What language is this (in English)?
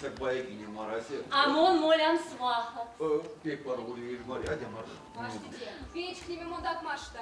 Erzya